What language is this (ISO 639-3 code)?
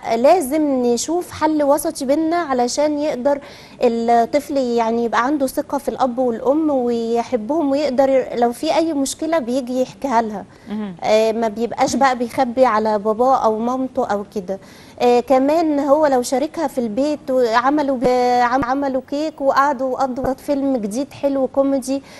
arz